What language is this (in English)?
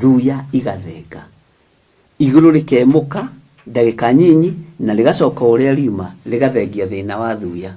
Kikuyu